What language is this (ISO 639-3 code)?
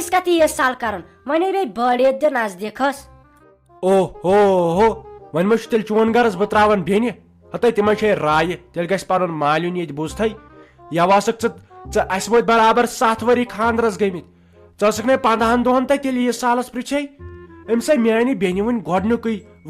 kas